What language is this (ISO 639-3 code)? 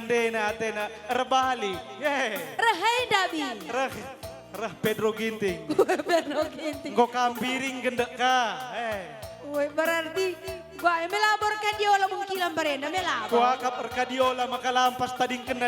btx